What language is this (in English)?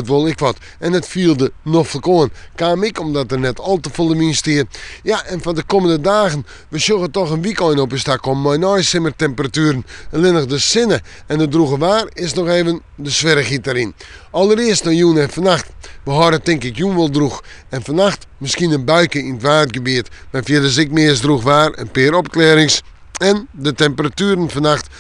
Western Frisian